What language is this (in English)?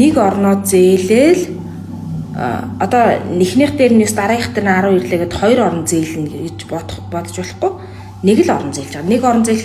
Mongolian